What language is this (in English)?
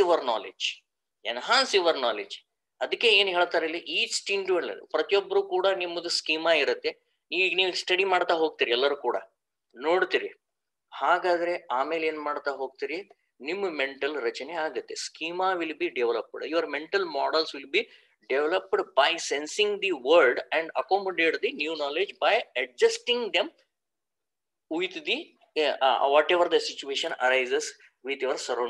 Kannada